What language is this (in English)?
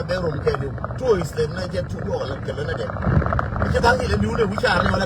Nuer